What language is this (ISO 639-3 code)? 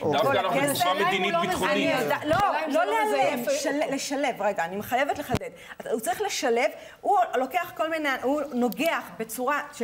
heb